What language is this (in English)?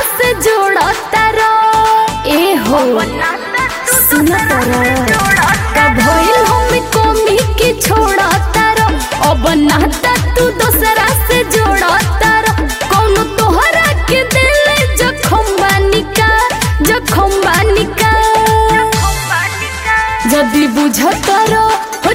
Bhojpuri